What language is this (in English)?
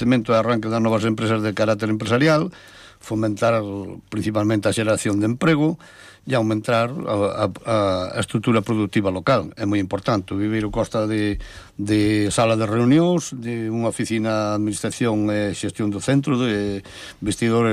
Galician